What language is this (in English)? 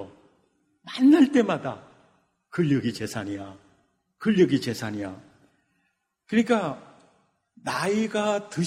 Korean